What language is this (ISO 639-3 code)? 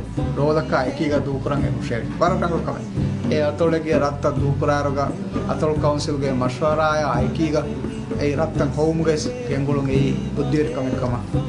div